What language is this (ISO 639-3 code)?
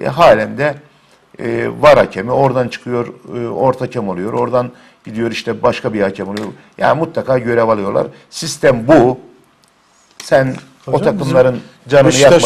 tur